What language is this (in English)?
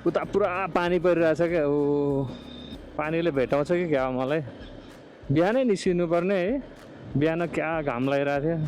Nepali